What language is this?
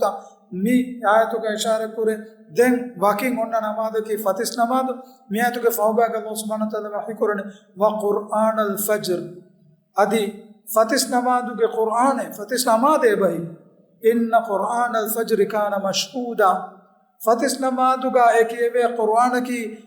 Divehi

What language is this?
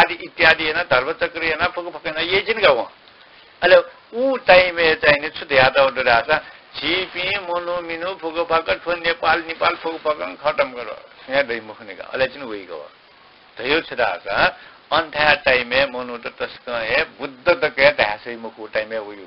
Newari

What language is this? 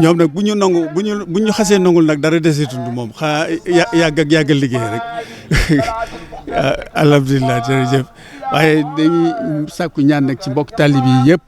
Wolof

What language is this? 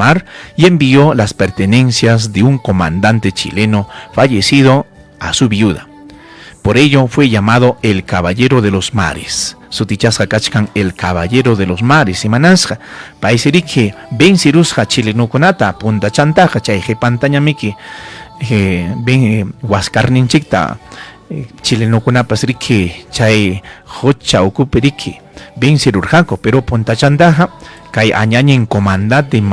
Ayacucho Quechua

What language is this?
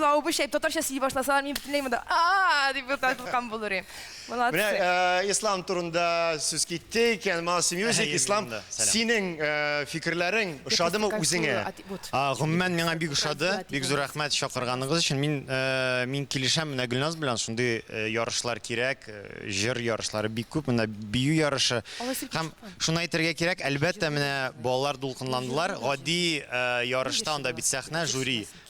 Tatar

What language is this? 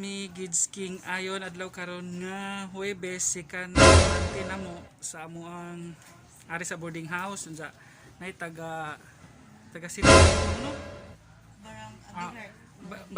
Cebuano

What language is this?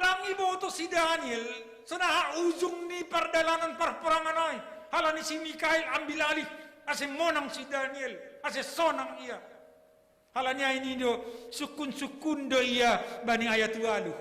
Batak Simalungun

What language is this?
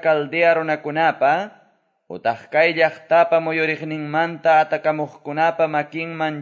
Quechua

